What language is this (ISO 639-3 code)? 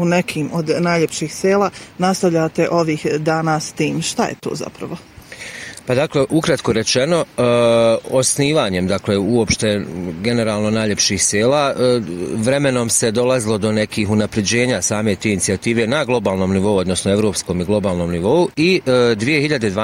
bos